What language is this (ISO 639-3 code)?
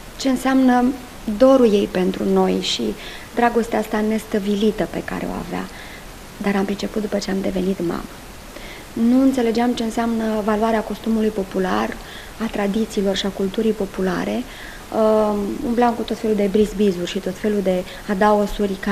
ron